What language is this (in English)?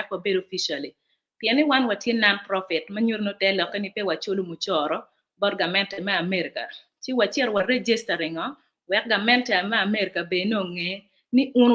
Acoli